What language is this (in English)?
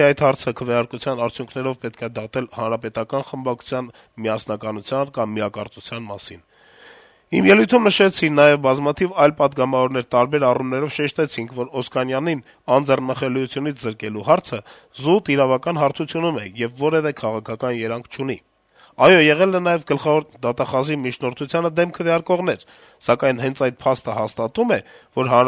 Armenian